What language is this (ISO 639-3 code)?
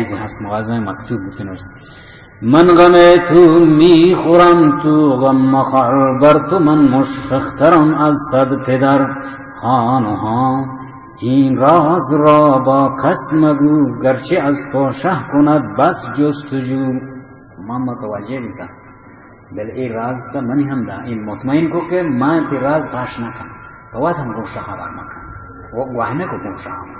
bal